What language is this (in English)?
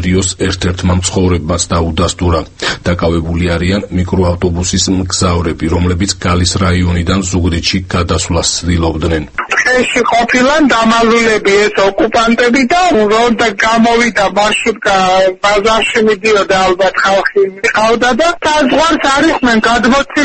Georgian